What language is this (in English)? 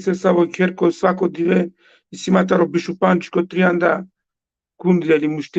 Balkan Romani